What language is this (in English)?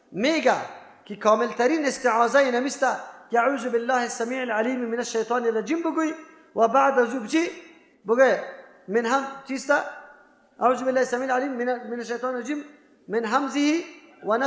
Persian